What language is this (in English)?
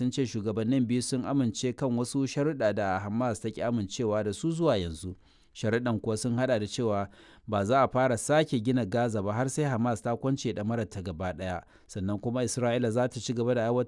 Hausa